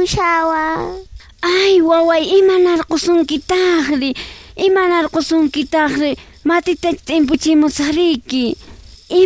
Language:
South Bolivian Quechua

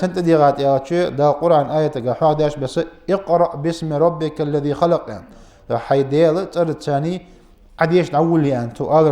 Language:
Ingush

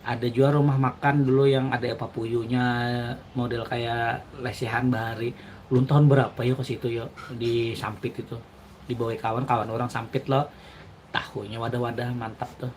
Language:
Banjar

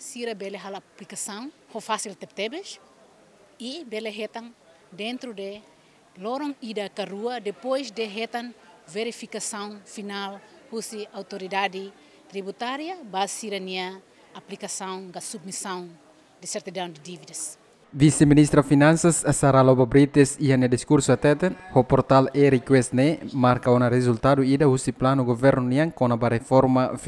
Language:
Tetum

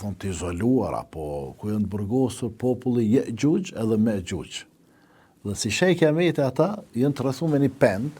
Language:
Albanian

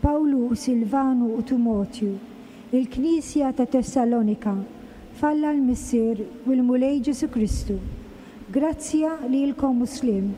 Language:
Maltese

